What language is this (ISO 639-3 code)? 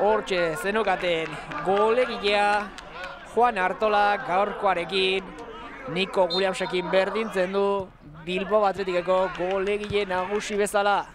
eus